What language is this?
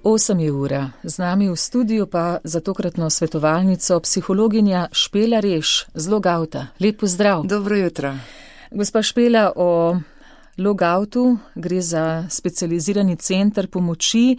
Slovenian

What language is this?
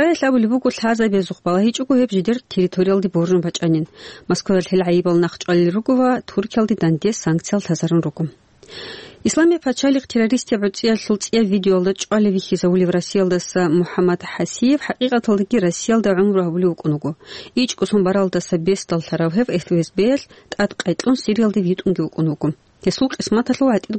Avaric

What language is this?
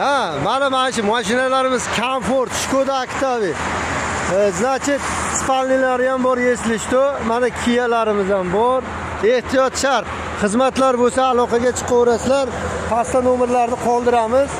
Uzbek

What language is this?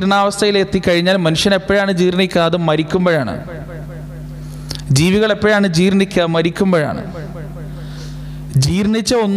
Malayalam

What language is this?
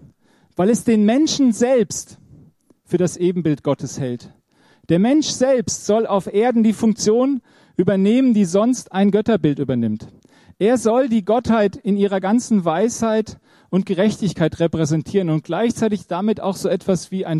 German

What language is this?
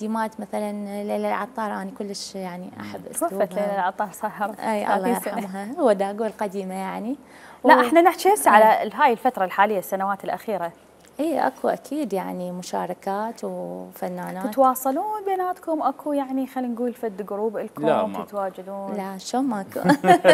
Mesopotamian Arabic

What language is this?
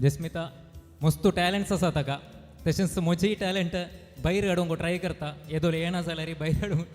Konkani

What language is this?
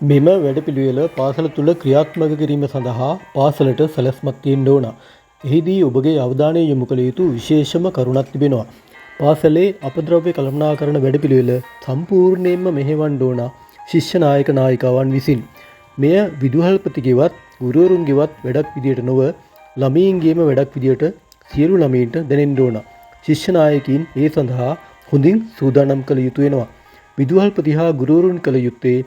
Sinhala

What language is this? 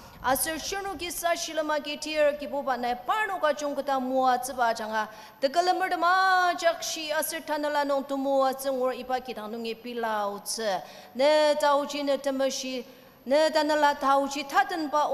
Ao Naga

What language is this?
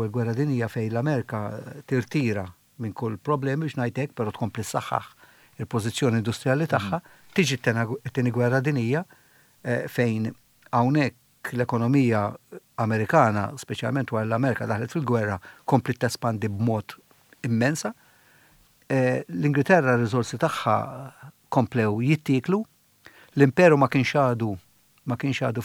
Maltese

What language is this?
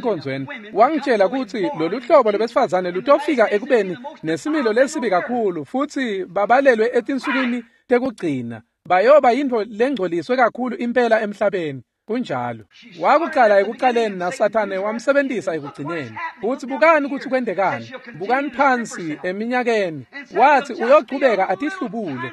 Swati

